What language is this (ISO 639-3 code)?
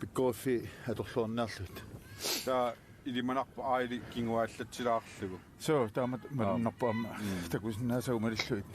kal